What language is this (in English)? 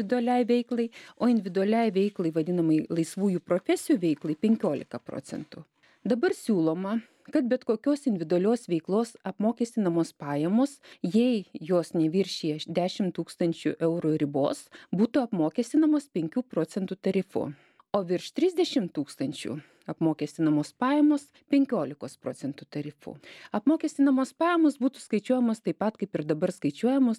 Lithuanian